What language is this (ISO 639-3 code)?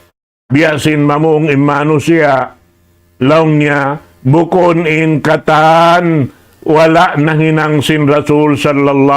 tsg